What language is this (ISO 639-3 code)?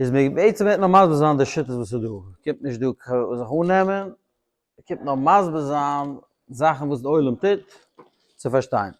yid